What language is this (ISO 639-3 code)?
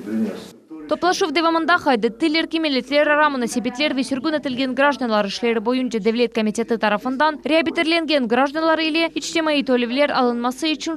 crh